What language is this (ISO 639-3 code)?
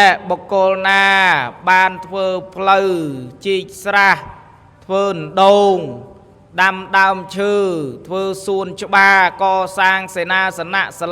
khm